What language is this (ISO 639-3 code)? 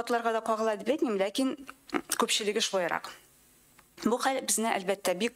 tat